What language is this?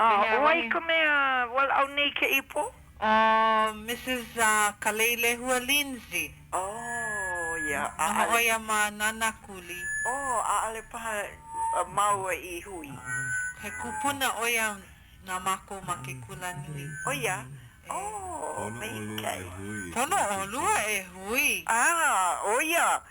Hawaiian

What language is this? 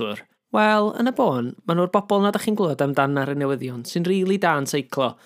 Welsh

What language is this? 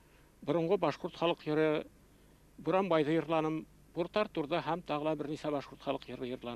Bashkir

